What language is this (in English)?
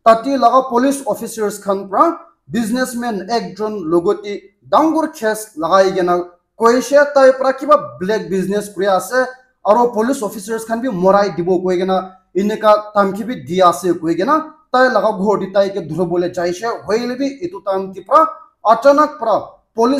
Naga Pidgin